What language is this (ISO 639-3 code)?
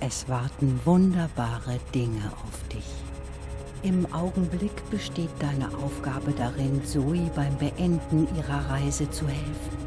gsw